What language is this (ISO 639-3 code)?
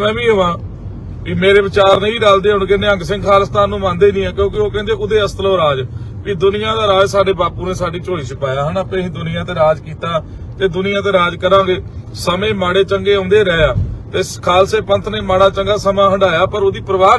pan